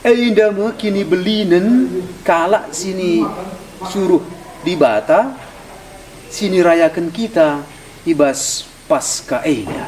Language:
Batak Karo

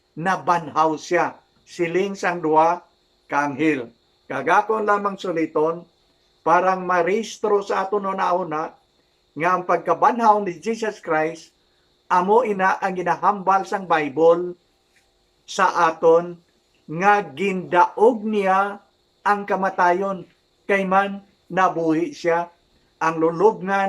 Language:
Hiligaynon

